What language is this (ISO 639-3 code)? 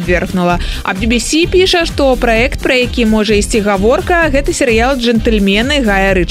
bel